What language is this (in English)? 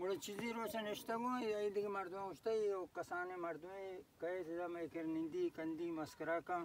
Baluchi